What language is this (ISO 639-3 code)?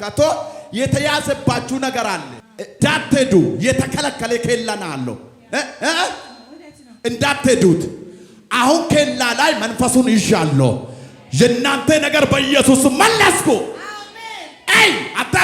amh